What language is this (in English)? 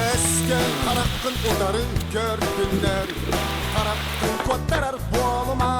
Yakut